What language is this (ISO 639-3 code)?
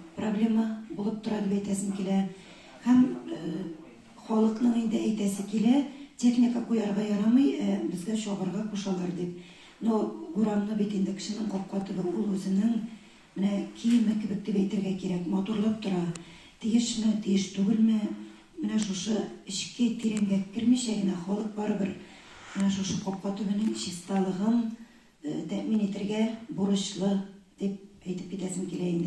tat